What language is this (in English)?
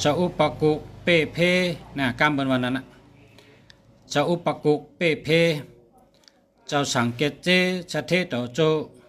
Shan